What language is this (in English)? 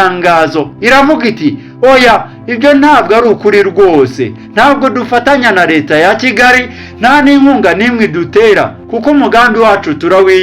Kinyarwanda